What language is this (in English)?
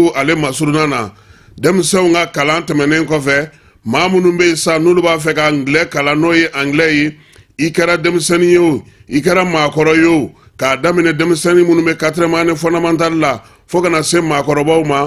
Bambara